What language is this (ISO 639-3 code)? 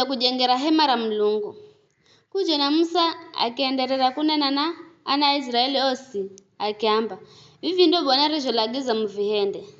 nyf